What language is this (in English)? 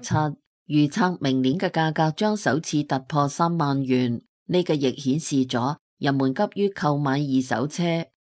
Cantonese